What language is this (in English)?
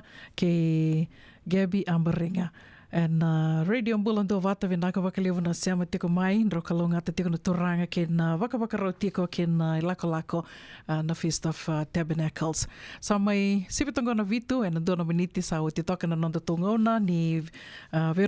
Fijian